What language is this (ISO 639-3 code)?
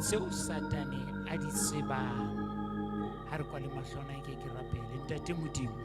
sot